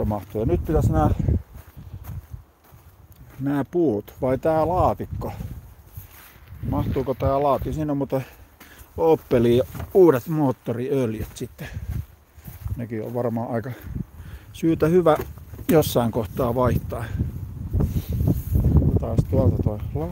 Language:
Finnish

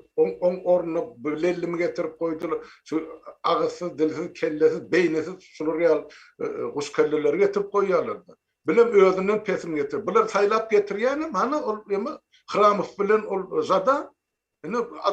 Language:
Turkmen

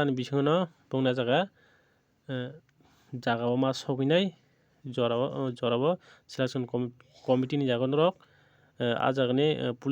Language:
Kok Borok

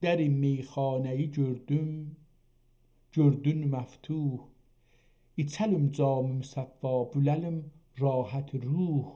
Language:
South Azerbaijani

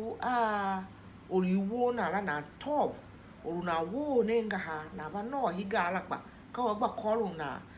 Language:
Tiv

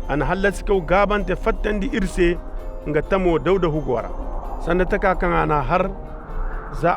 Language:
Koyraboro Senni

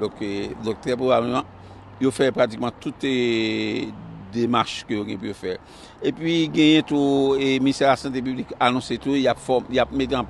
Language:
Haitian Creole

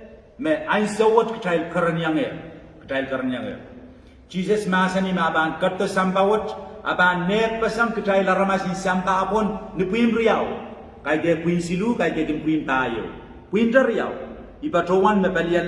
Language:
Pohnpeian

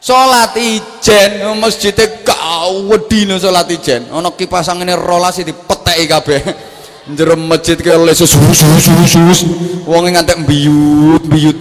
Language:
Javanese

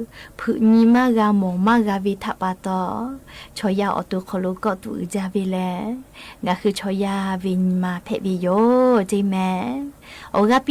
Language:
Lahu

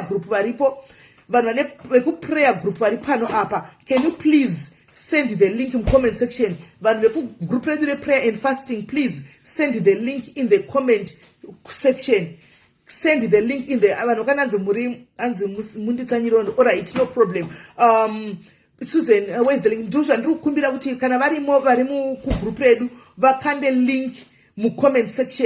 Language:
Shona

